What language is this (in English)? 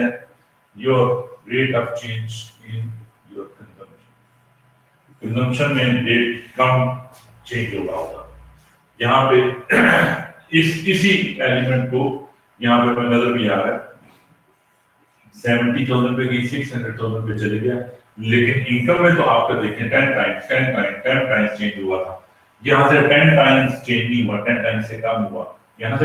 Urdu